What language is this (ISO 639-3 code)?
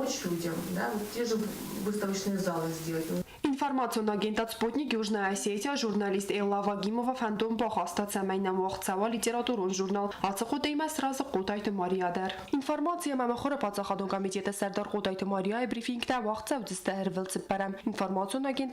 oss